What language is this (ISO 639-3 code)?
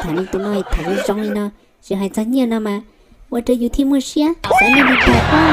hmn